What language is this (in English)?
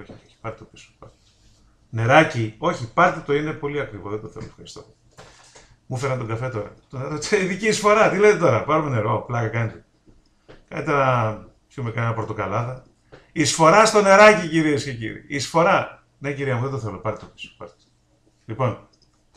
Greek